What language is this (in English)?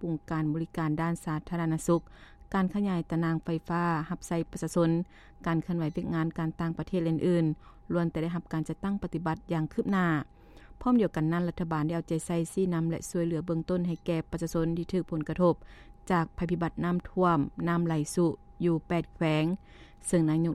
Lao